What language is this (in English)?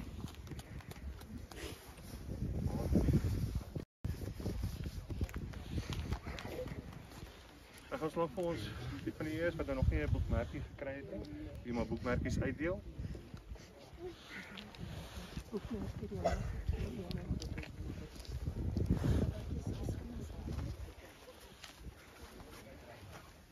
Afrikaans